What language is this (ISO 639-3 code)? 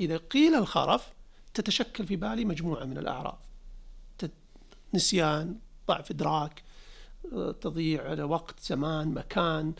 ars